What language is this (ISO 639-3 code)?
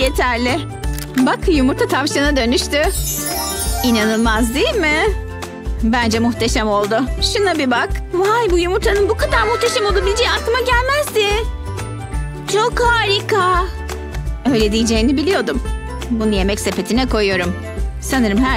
tur